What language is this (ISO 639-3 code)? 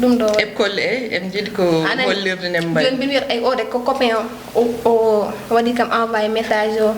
ful